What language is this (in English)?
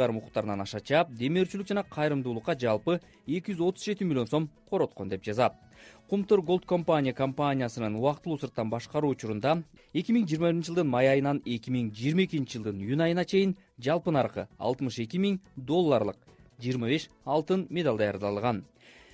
Kyrgyz